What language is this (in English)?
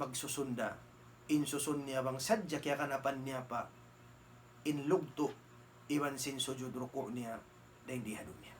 Tausug